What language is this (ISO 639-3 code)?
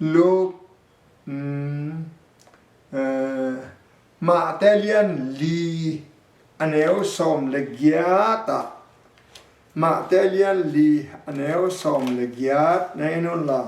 ctd